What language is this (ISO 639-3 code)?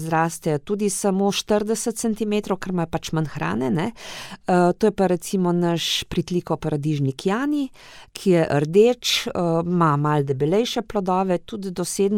slv